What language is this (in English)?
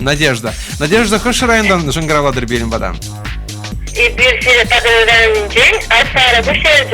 Chuvash